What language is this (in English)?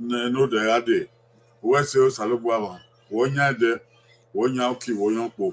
Bini